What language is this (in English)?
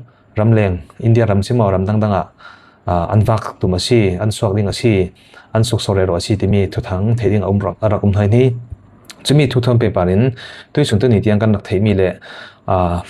Falam Chin